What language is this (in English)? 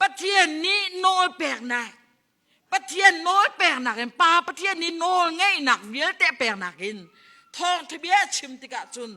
Hakha Chin